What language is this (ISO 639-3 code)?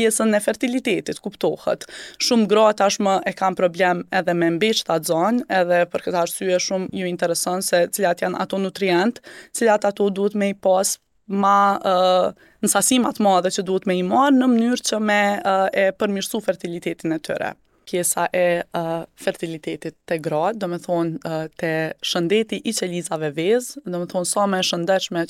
sqi